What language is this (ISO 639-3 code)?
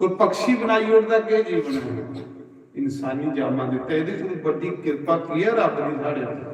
doi